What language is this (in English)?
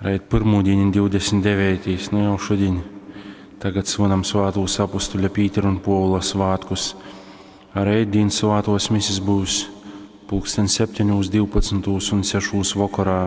Latgalian